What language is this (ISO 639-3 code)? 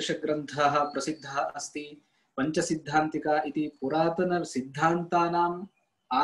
san